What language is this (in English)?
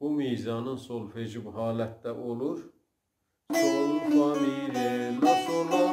South Azerbaijani